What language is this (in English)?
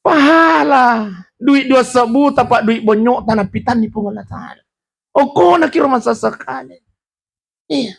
Buginese